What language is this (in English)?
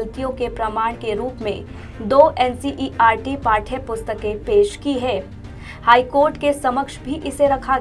Hindi